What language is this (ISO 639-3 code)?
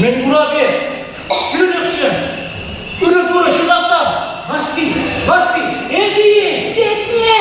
chv